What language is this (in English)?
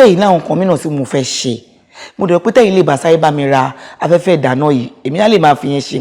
Yoruba